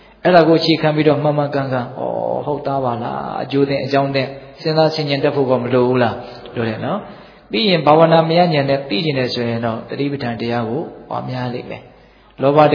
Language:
Burmese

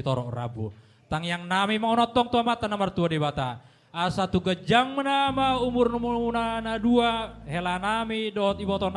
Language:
Batak Toba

